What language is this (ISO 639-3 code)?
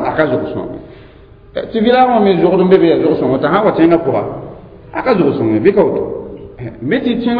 mos